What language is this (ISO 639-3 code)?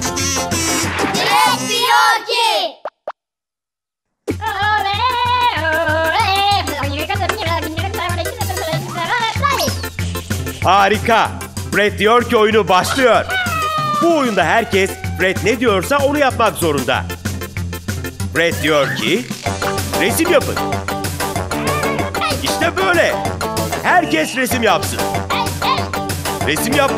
tur